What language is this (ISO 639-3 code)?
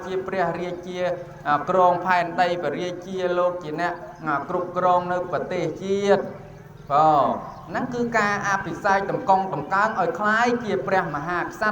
khm